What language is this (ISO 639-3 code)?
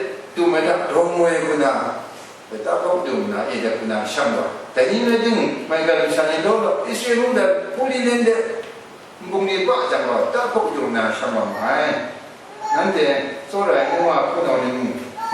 kac